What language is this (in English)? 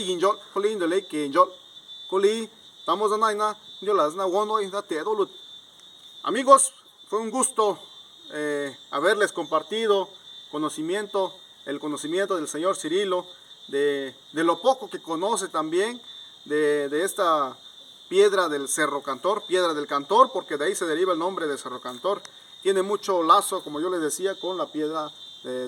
Zapotec